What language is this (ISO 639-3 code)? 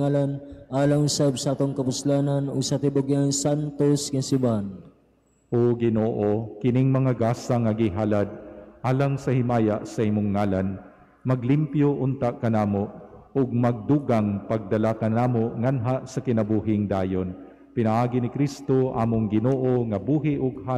ceb